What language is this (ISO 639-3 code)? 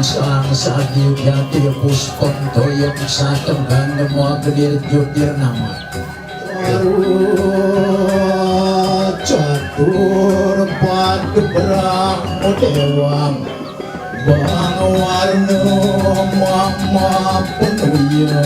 ban